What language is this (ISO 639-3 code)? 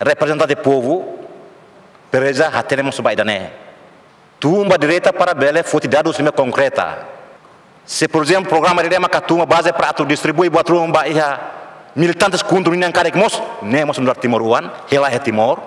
tet